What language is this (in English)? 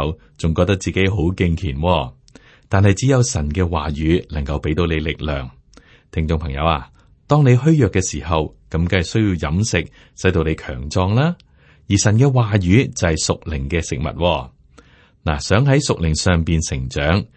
Cantonese